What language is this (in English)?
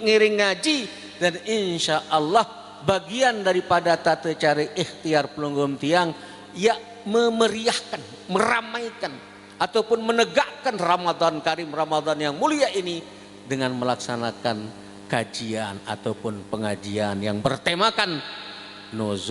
Sasak